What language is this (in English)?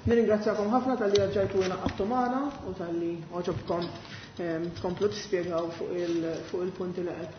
Maltese